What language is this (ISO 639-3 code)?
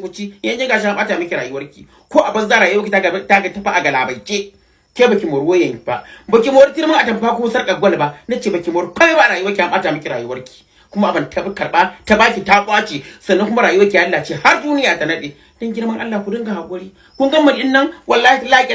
hau